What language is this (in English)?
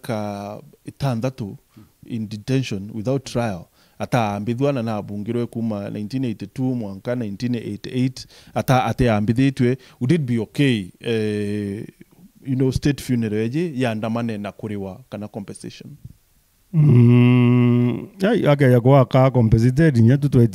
Meru